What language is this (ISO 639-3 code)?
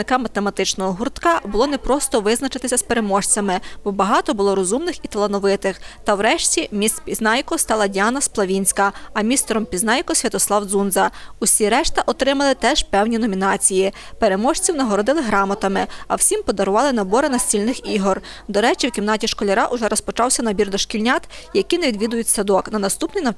ukr